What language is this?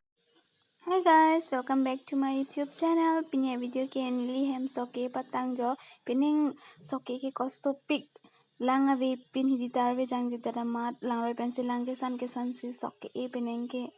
Karbi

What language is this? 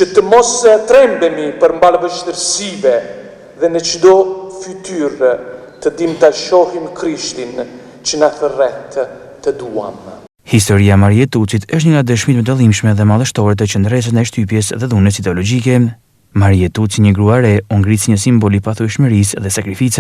Albanian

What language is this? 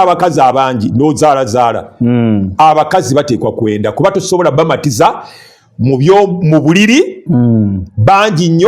Ganda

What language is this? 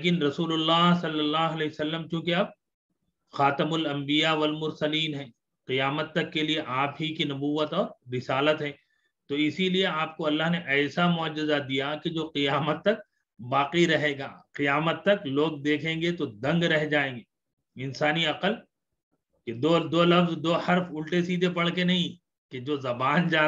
Urdu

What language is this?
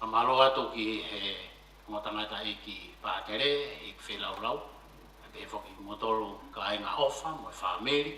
Tongan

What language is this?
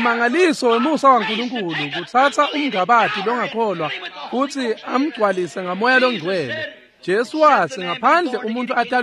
Swati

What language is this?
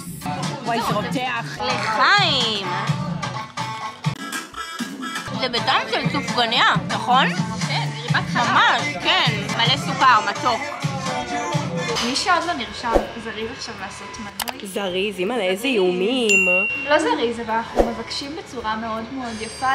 Hebrew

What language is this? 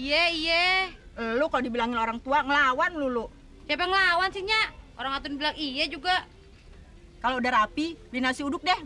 Betawi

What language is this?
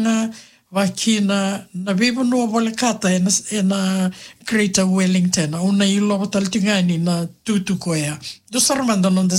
Fijian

